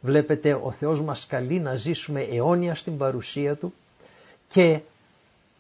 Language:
Greek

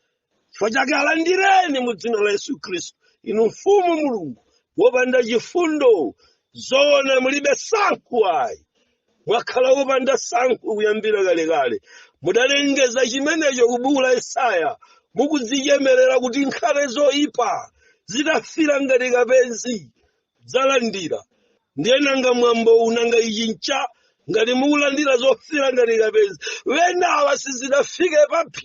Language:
Nyanja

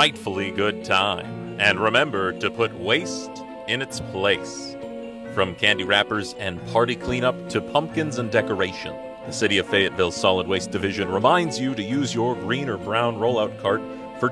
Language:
English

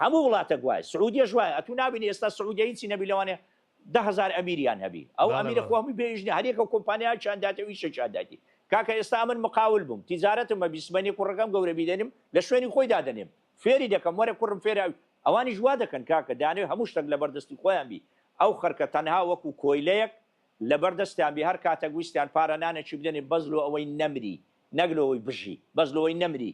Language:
Central Kurdish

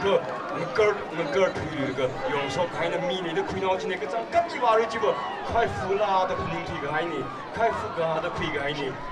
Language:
Tangkhul Naga (India)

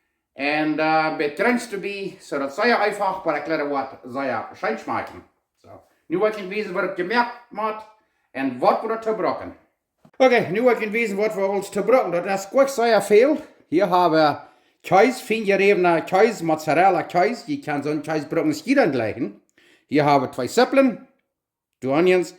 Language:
Plautdietsch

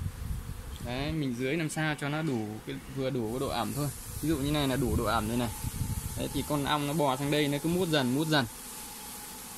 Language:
Vietnamese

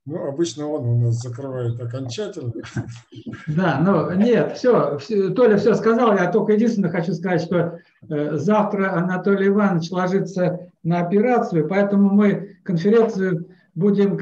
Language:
Russian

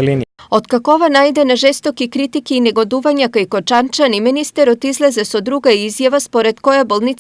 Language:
Macedonian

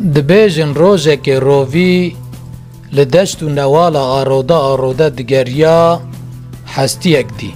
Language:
Kurdish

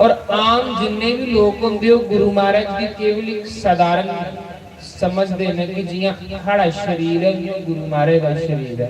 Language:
Dogri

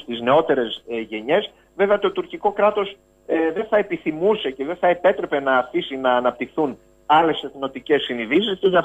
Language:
Greek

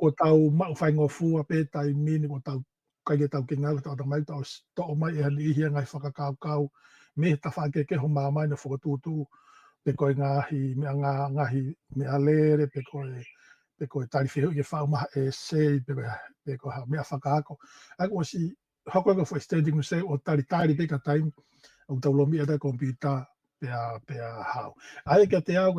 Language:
Tongan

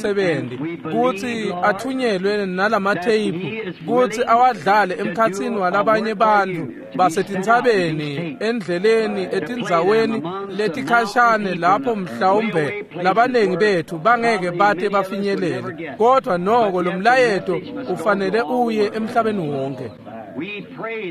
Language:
Swati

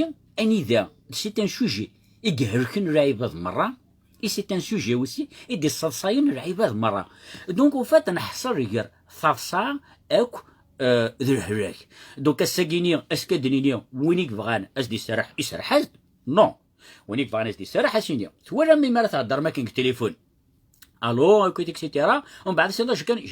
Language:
Kabyle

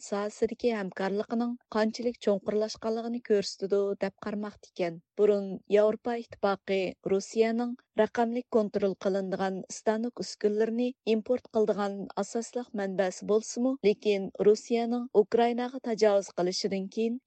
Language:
Uyghur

